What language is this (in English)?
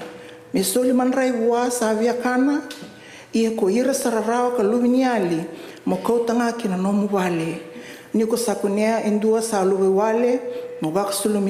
Fijian